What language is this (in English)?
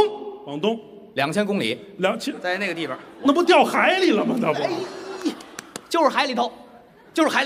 Chinese